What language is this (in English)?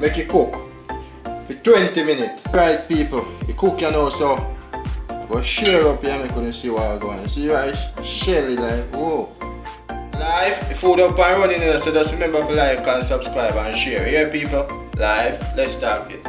Jamaican Creole English